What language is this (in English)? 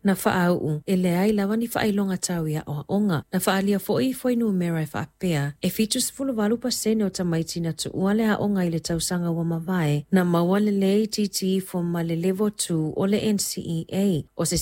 Samoan